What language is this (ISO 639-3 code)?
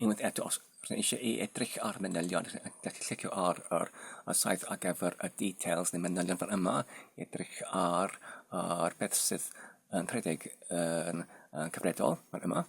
cym